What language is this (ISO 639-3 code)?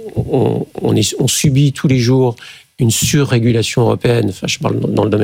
fra